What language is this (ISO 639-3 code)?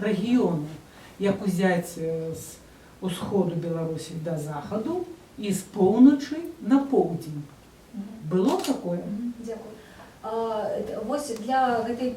bel